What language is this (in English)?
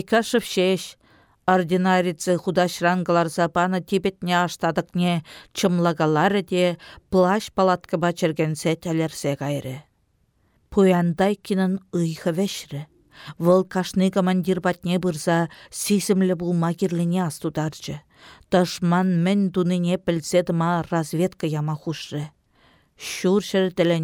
Chuvash